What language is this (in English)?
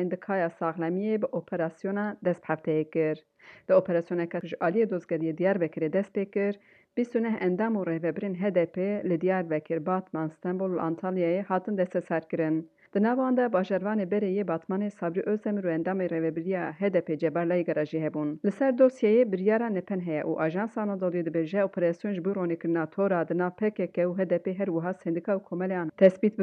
Kurdish